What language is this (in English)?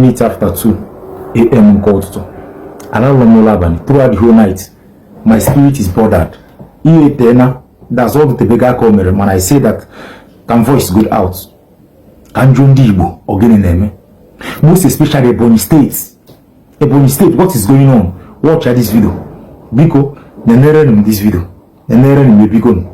Igbo